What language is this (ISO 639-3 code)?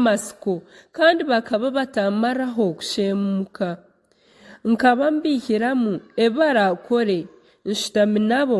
nyn